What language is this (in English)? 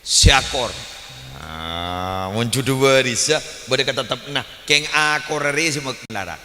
Madurese